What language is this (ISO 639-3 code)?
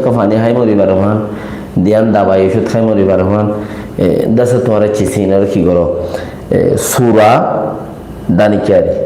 rhg